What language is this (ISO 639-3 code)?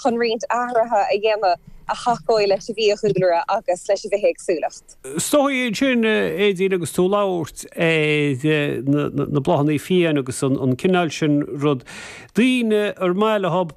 gle